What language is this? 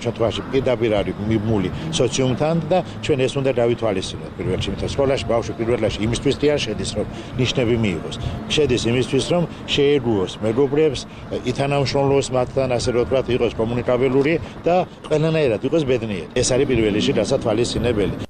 Georgian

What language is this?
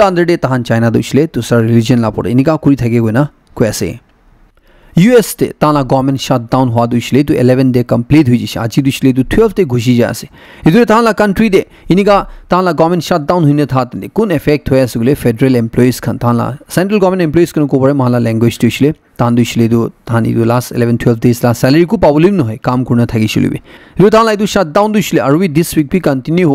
Naga Pidgin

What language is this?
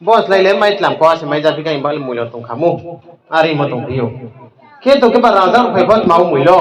Riang (India)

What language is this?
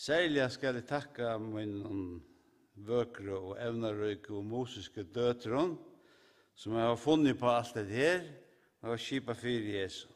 Faroese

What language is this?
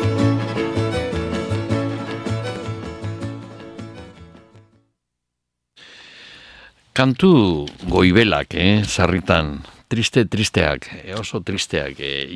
Basque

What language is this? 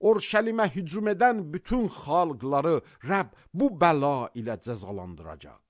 Azerbaijani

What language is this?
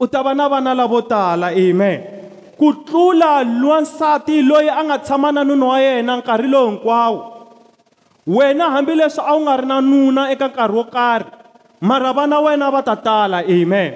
Tsonga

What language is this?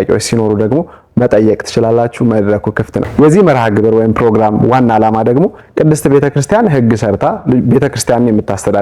Amharic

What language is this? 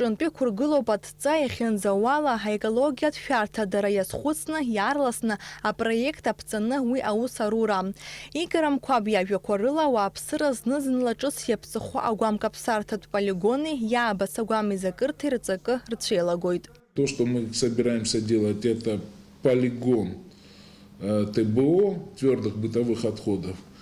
Abkhazian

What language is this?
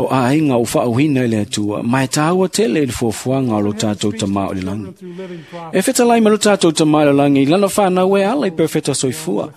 Samoan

